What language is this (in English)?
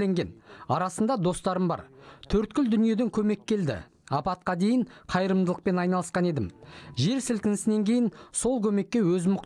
Kazakh